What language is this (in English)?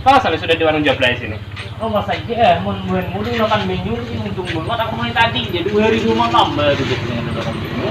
Banjar